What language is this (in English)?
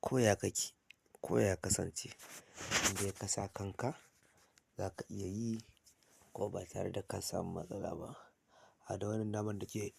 Hausa